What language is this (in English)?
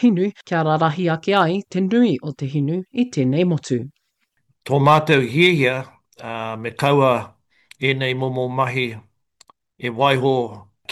Māori